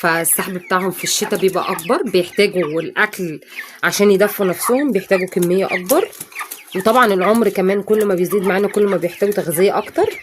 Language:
Egyptian Arabic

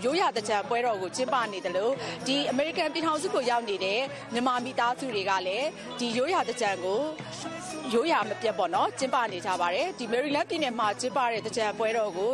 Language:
Burmese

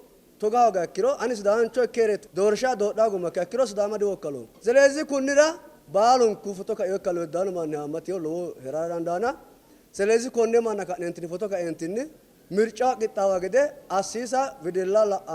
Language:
Sidamo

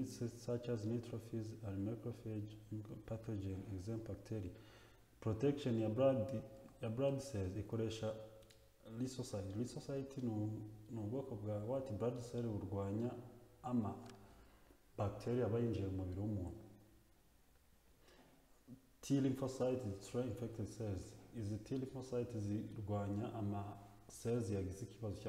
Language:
Kinyarwanda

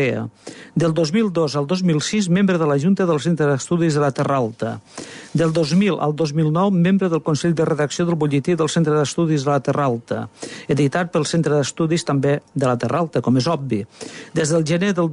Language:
Catalan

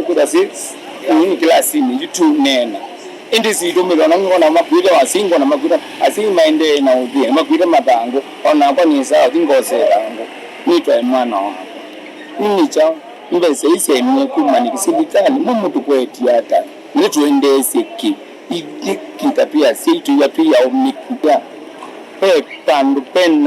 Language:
Kamba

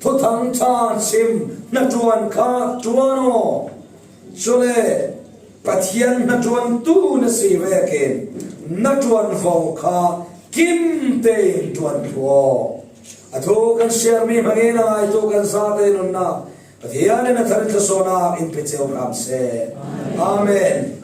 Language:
Falam Chin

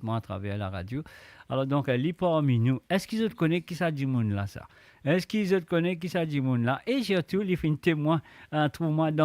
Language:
Morisyen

